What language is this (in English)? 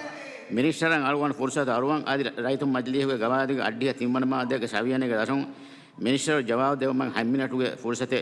Divehi